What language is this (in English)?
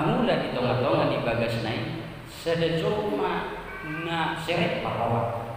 Batak Toba